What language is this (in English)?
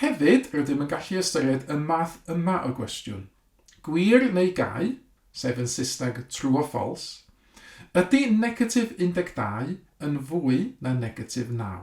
Welsh